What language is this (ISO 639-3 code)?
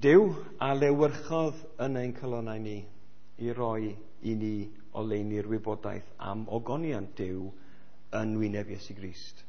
cym